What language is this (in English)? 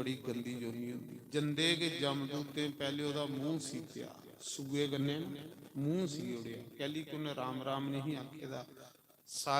Dogri